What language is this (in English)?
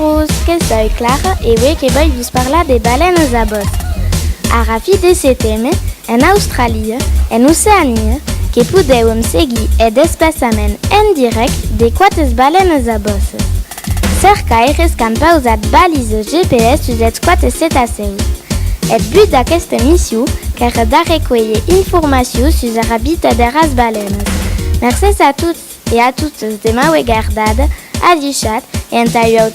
Occitan